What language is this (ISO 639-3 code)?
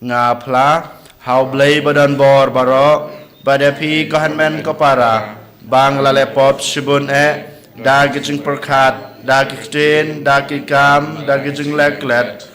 kha